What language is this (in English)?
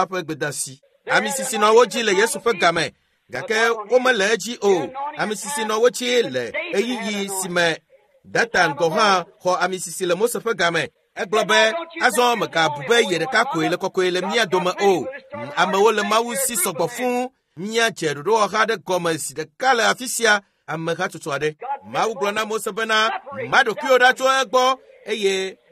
Ewe